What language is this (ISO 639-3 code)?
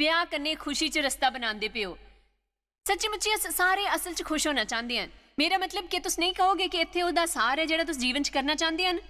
doi